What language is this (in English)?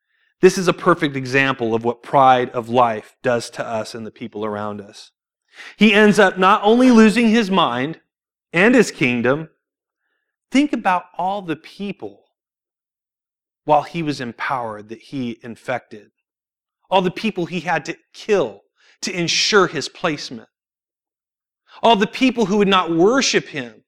English